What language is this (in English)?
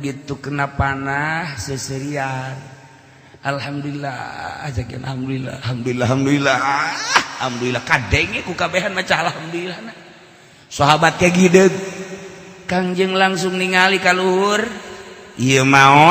Sundanese